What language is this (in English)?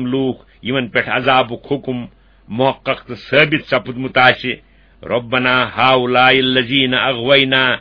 Kashmiri